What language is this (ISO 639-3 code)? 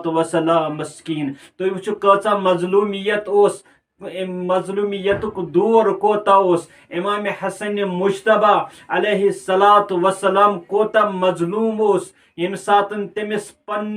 kas